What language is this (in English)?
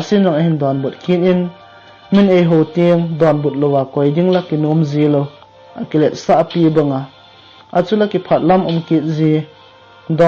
Thado Chin